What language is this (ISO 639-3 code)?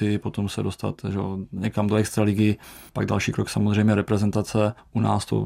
ces